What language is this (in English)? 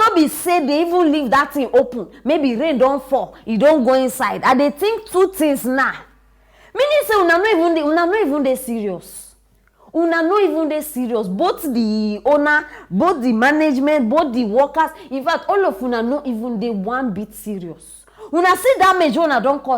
Nigerian Pidgin